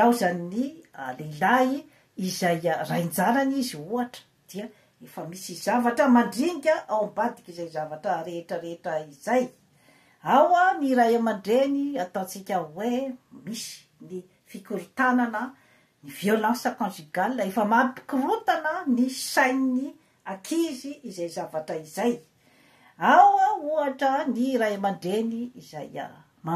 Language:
Malagasy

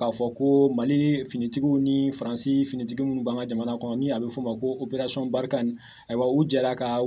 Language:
Bambara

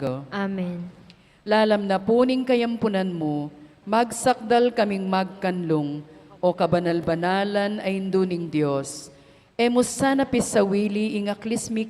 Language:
Pampanga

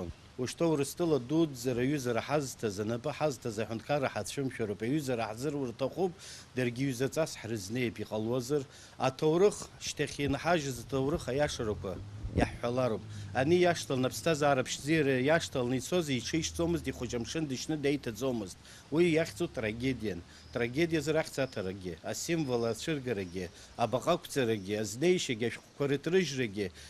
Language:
Abkhazian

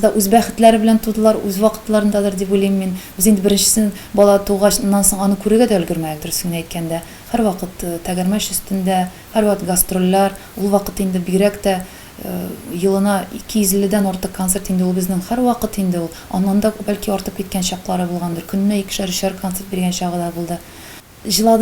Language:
Tatar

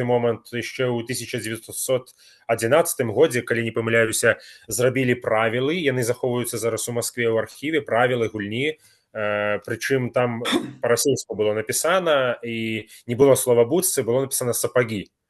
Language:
Belarusian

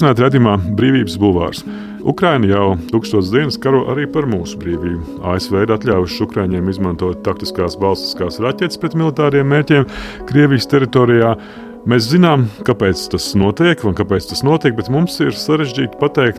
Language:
Latvian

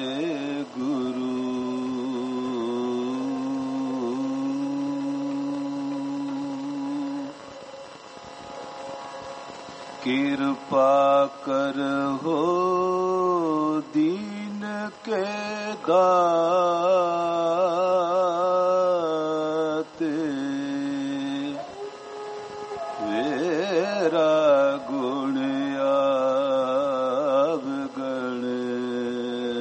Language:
Punjabi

